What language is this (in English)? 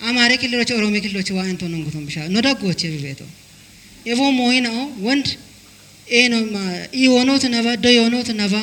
Kafa